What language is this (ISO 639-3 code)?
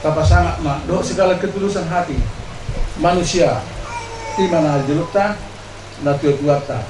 bbc